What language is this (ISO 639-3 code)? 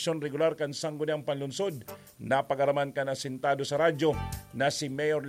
bik